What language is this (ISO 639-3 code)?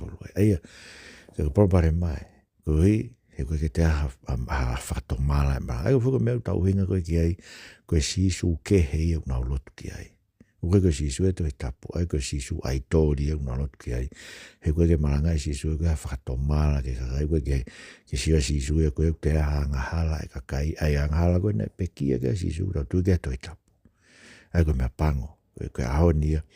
ton